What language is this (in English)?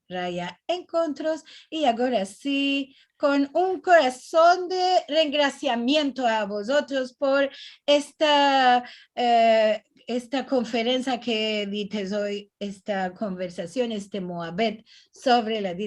Ladino